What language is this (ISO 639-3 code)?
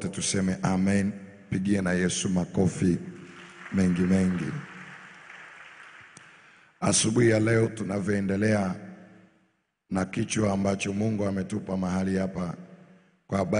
swa